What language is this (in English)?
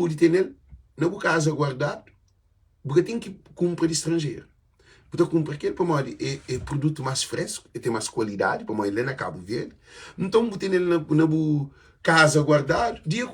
Kabuverdianu